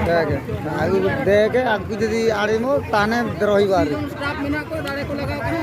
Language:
Santali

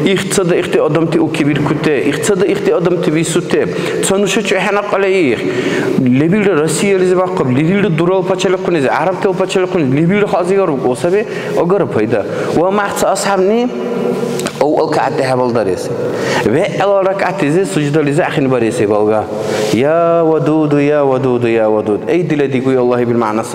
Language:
Dargwa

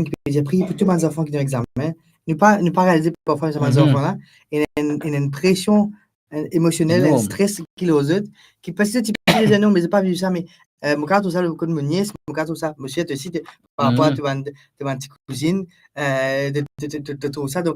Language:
Morisyen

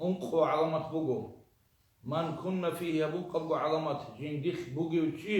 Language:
Avaric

